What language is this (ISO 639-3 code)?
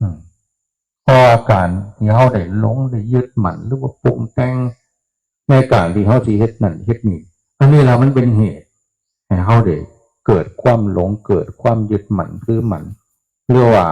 tts